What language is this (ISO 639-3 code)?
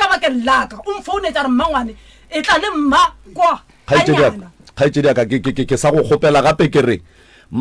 nso